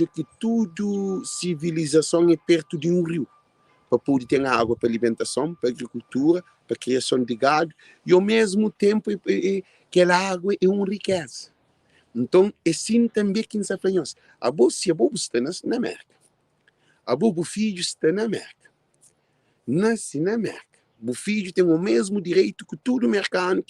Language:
Kabuverdianu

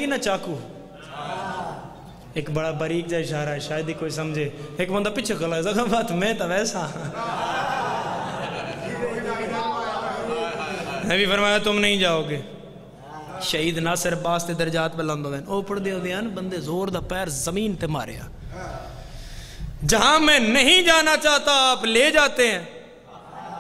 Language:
Urdu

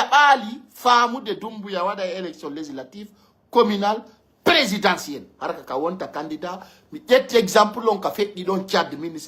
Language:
Pular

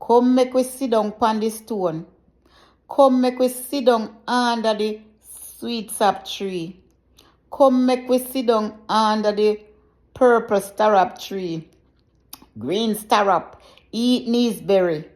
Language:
Jamaican Creole English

